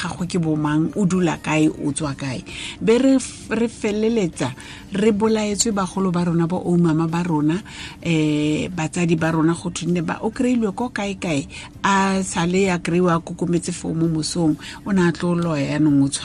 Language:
Tswana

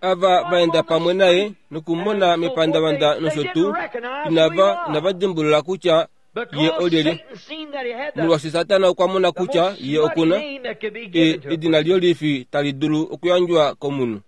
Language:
Kuanyama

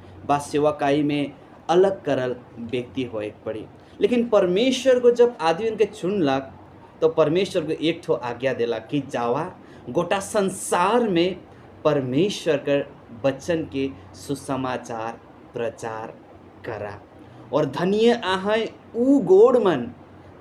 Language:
Sadri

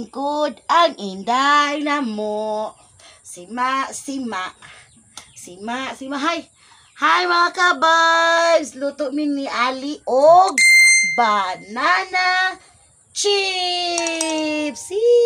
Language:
Cebuano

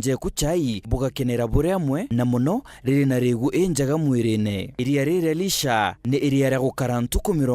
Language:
Meru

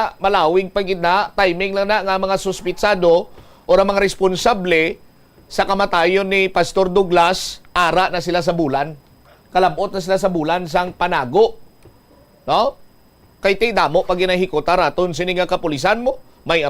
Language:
Hiligaynon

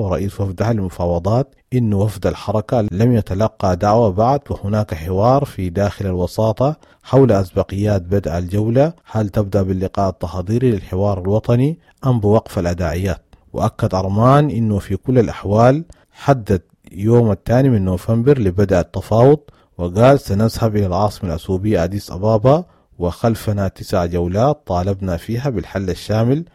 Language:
Sudanese Arabic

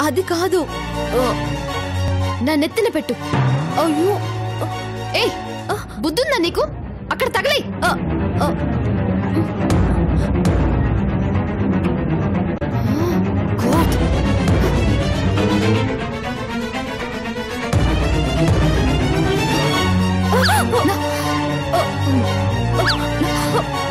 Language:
Telugu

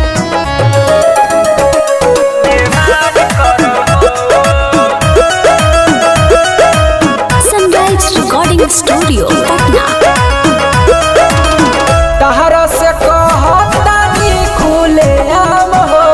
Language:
Bhojpuri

